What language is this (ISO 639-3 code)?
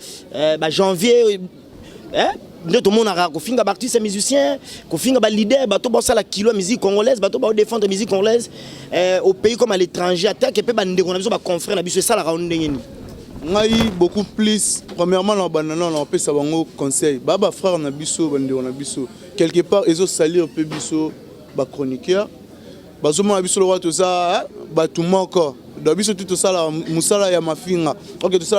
lin